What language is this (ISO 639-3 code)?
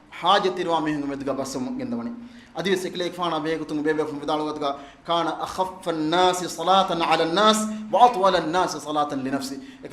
div